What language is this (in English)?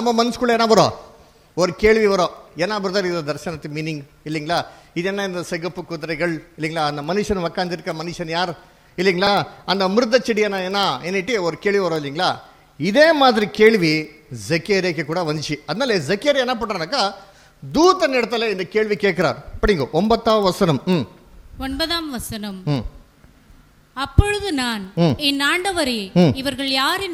Tamil